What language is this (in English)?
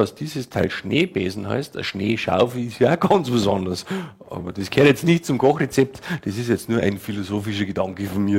Bavarian